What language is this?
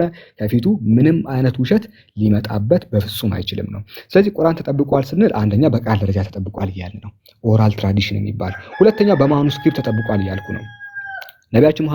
Amharic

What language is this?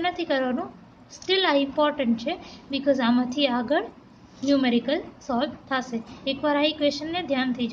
Gujarati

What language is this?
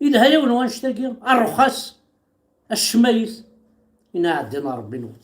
Kabyle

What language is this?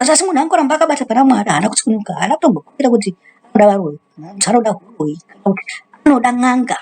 Shona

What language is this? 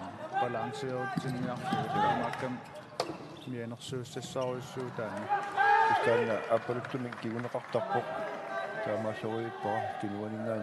Kalaallisut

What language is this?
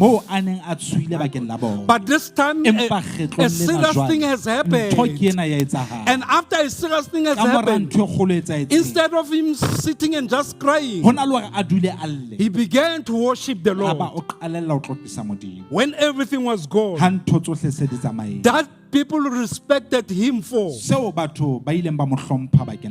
Southern Sotho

